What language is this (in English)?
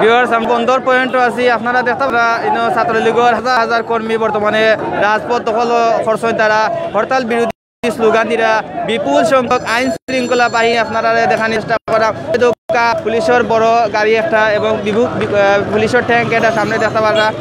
Sylheti